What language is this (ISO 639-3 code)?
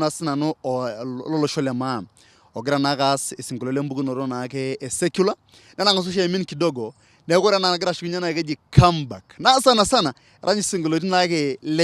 mas